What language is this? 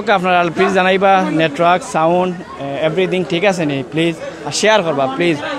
Sylheti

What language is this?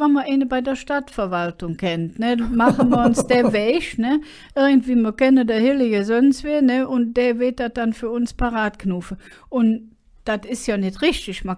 Colognian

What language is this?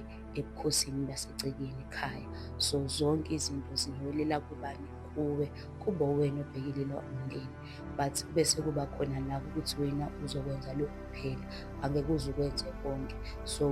Zulu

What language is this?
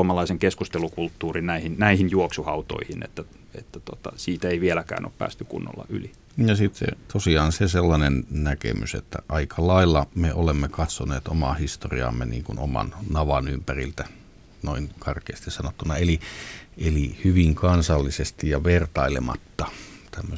Finnish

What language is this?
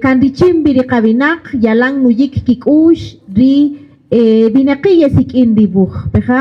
Kaqchikel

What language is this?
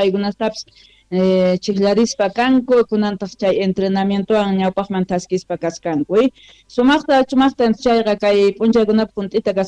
Quechua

